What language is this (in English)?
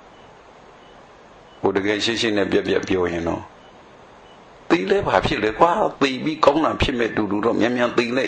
Burmese